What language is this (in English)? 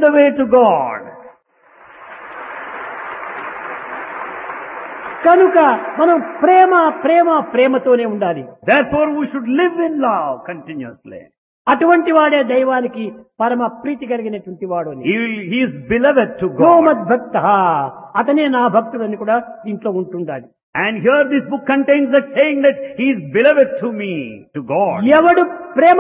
Telugu